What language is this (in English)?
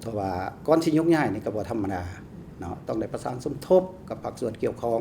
Lao